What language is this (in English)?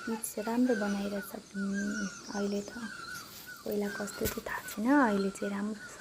Nepali